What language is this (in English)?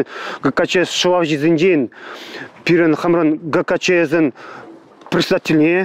Chuvash